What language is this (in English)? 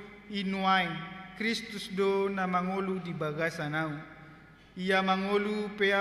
Batak Toba